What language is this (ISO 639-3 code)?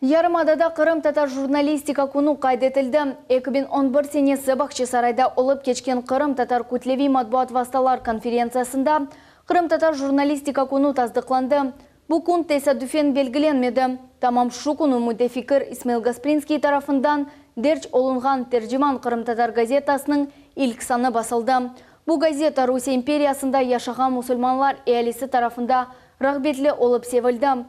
crh